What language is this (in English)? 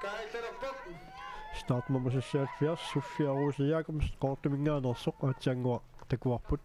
Kalaallisut